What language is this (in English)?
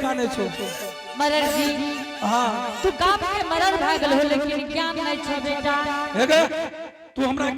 Angika